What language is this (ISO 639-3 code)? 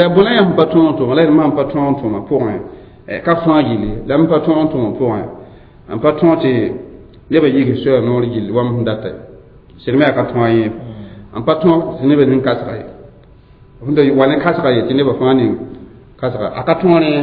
mos